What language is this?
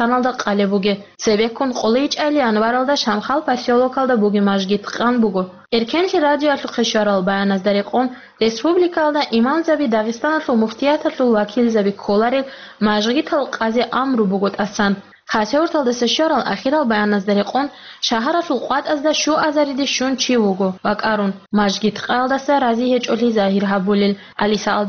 Avaric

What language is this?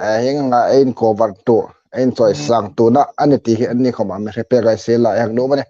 Hmar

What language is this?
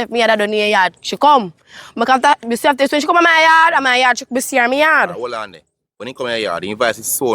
Jamaican Creole English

